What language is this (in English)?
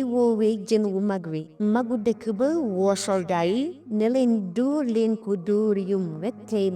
Wolof